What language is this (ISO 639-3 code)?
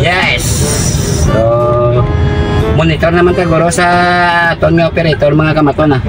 hil